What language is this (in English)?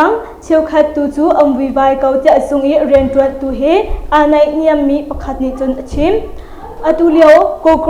Hakha Chin